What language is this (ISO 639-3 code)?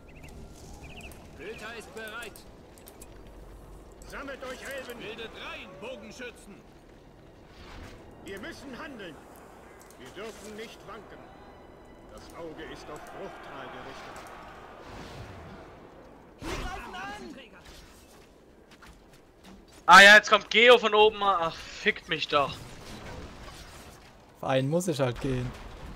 deu